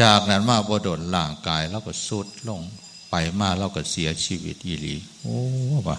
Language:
Northeastern Thai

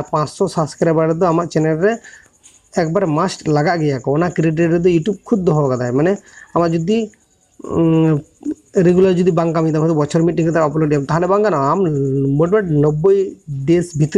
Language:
Santali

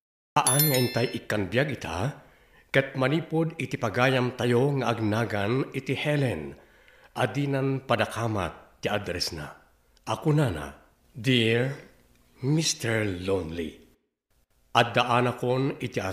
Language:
Iloko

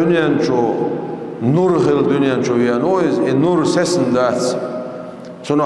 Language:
Chechen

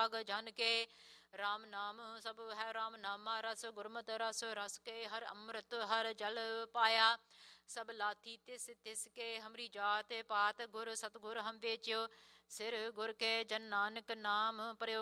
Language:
Punjabi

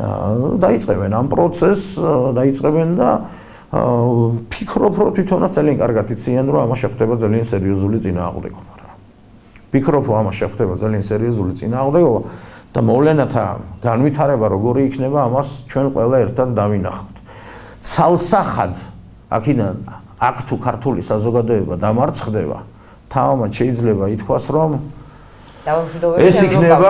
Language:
Georgian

